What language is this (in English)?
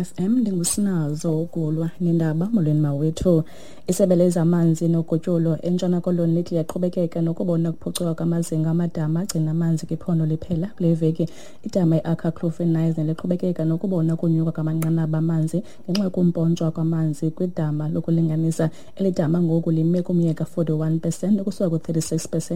Xhosa